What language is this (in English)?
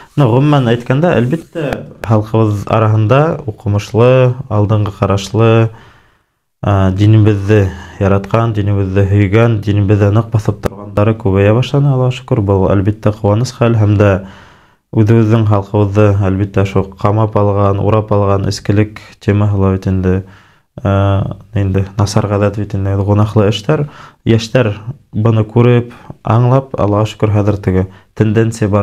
Bashkir